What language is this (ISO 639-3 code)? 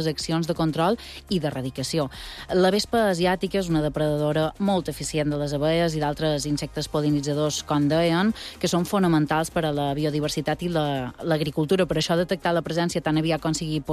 cat